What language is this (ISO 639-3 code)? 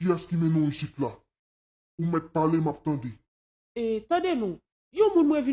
hat